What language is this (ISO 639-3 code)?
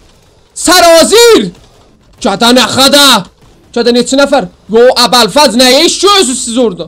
azb